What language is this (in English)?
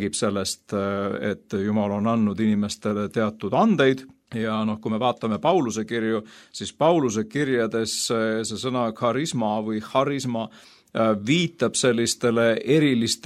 Estonian